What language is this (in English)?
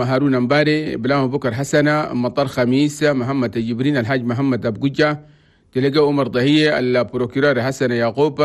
Chadian Arabic